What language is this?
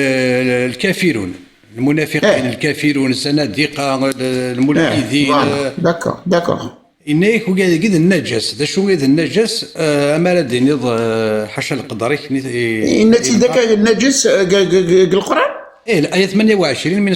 Kabyle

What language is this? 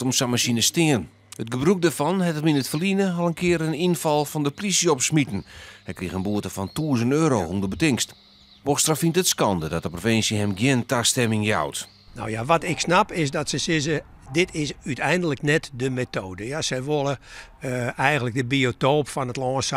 Western Frisian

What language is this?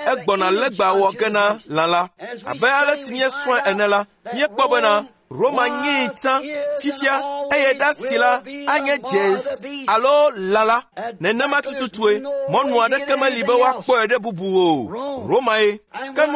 Ewe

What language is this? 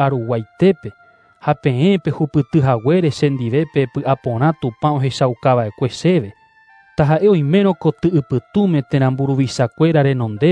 Guarani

